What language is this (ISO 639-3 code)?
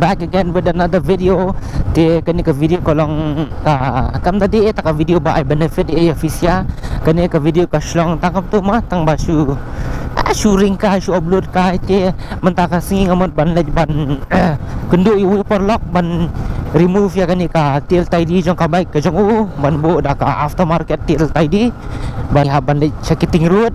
kha